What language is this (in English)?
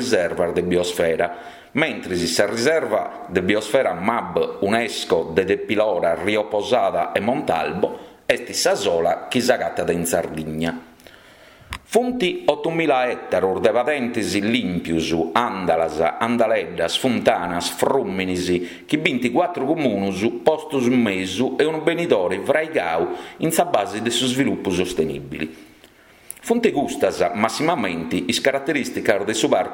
Sardinian